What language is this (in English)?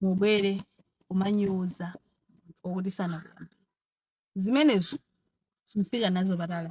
Nyanja